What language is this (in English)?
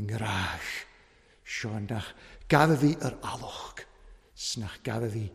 Welsh